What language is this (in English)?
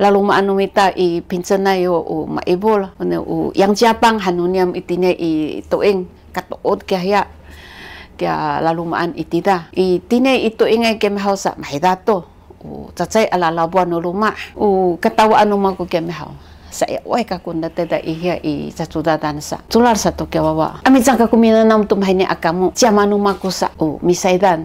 Sakizaya